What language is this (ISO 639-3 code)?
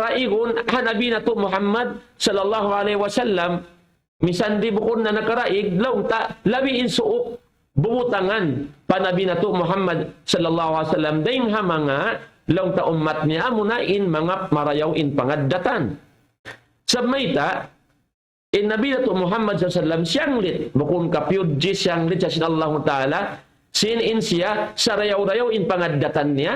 tsg